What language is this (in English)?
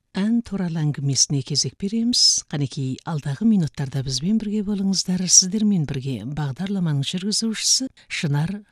Kazakh